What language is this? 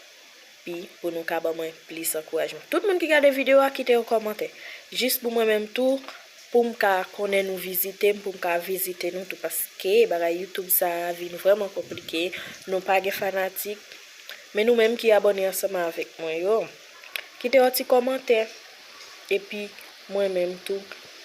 Haitian Creole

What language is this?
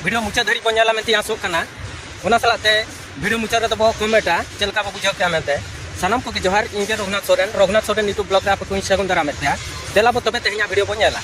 Santali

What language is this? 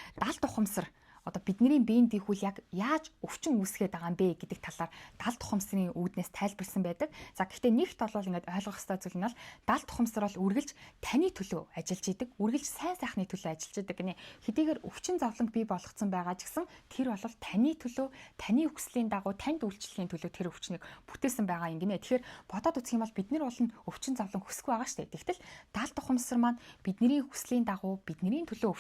Mongolian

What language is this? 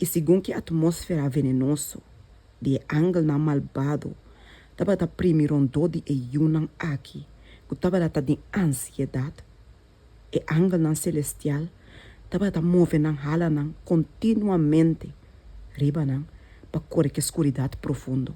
Papiamento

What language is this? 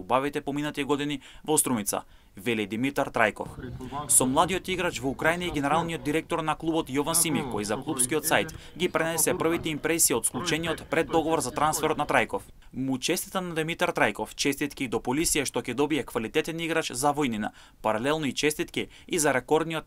Macedonian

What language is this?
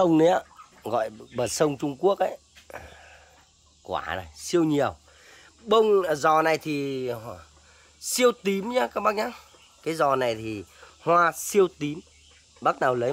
Vietnamese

